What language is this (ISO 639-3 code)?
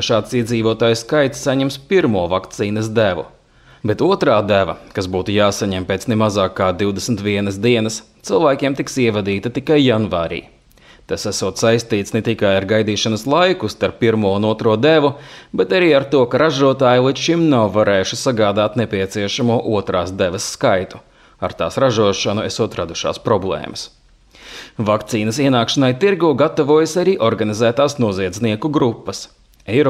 lav